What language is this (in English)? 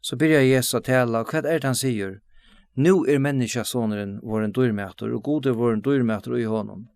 Faroese